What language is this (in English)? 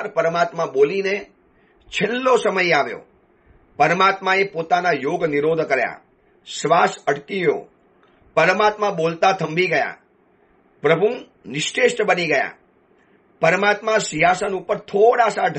Gujarati